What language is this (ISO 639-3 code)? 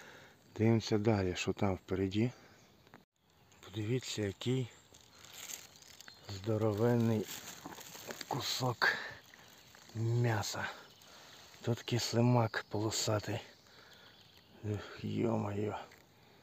ukr